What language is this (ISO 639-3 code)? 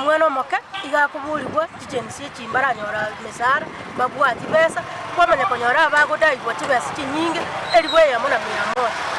guz